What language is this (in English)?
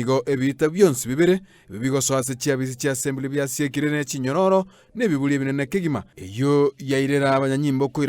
Gusii